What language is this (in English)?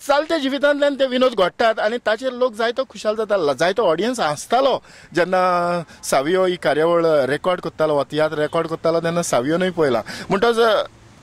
Konkani